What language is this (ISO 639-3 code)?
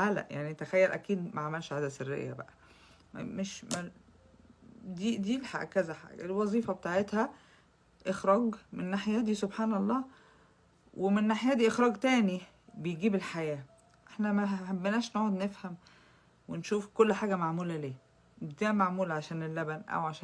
arz